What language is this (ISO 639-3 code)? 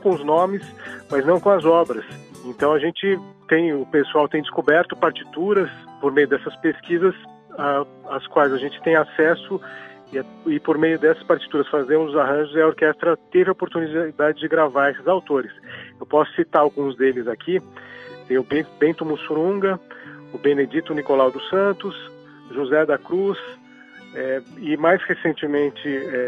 por